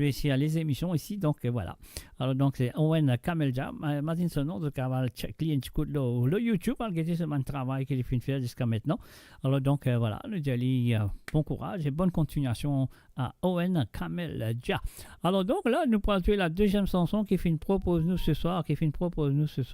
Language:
Morisyen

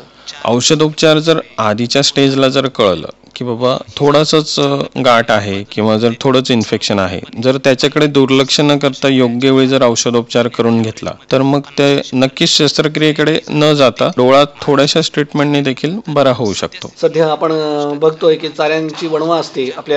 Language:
Marathi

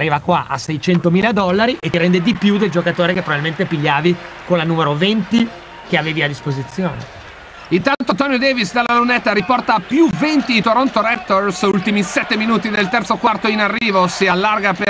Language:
Italian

